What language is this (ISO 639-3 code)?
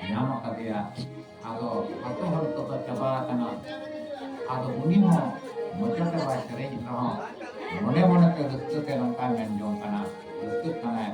sat